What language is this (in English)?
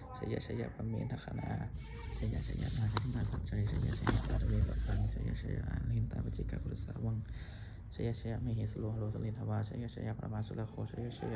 Pali